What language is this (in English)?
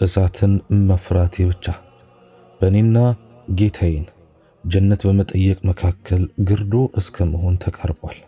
Amharic